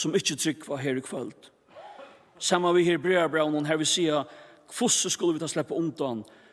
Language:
Faroese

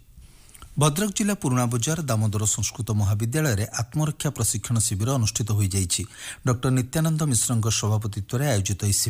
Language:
Odia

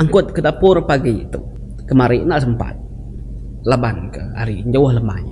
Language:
Iban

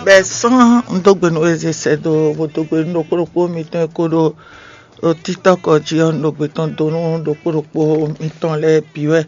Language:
Fon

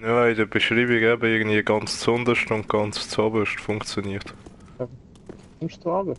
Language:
Swiss German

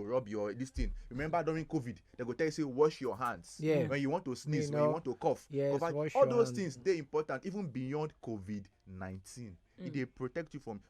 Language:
Nigerian Pidgin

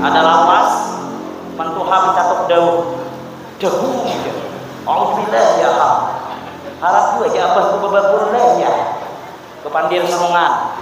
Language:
Banjar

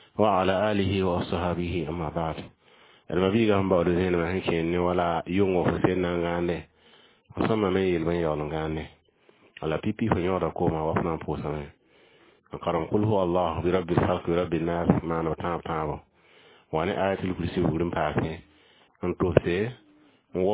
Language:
Mossi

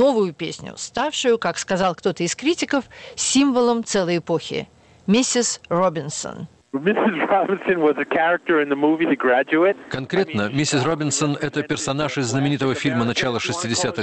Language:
Russian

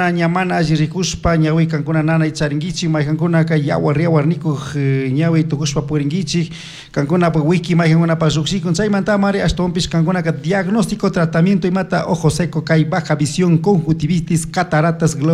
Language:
Chimborazo Highland Quichua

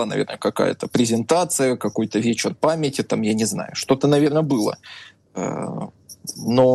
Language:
Russian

